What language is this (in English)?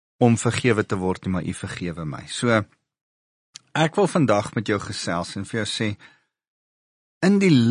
Afrikaans